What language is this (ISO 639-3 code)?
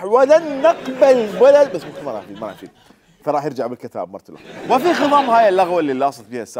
acm